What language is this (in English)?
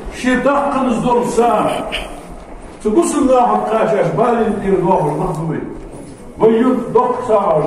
Ingush